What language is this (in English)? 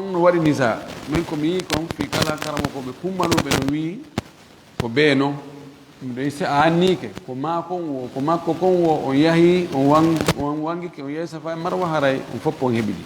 Fula